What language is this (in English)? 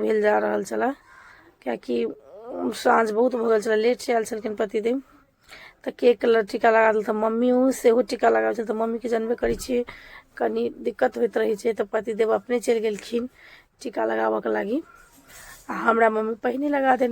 Maithili